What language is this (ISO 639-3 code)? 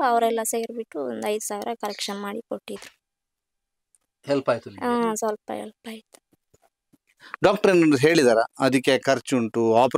kan